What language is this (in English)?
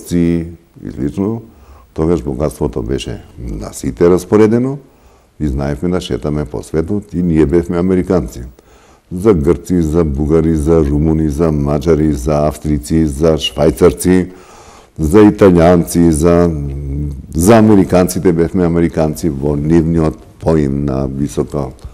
Macedonian